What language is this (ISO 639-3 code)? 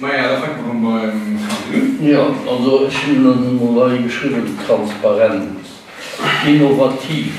ltz